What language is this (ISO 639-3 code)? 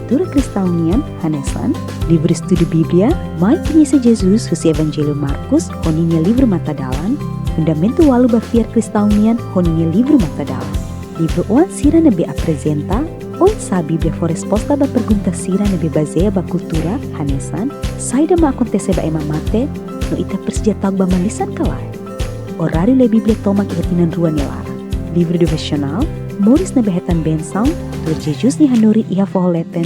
tet